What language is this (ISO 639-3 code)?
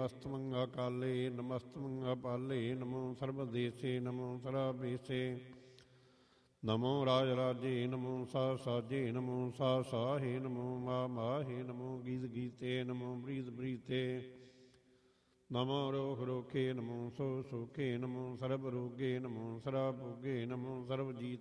pan